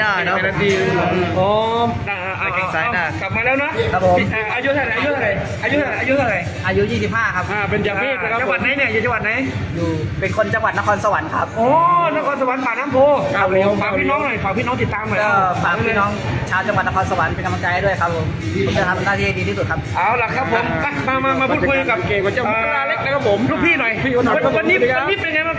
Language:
Thai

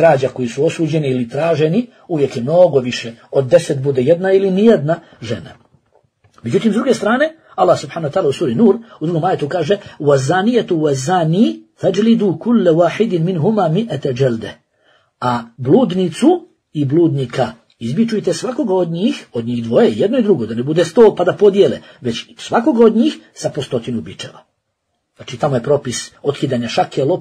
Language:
Bosnian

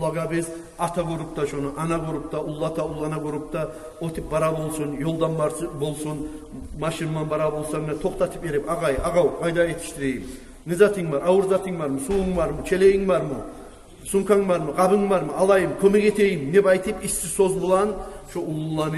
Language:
Kumyk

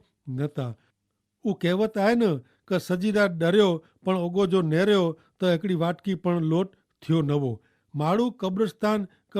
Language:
Kachhi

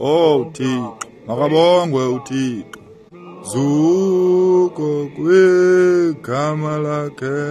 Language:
Xhosa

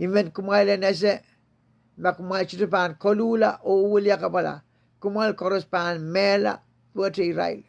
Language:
Pohnpeian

